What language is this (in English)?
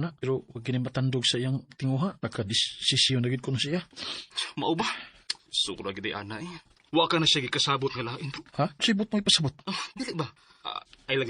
Cebuano